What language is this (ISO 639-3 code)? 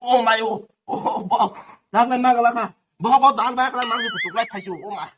trp